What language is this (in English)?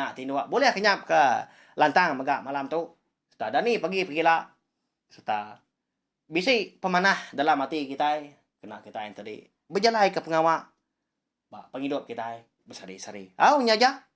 Iban